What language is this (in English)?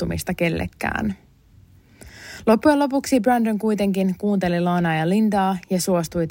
Finnish